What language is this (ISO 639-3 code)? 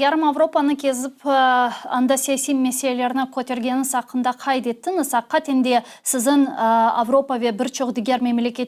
crh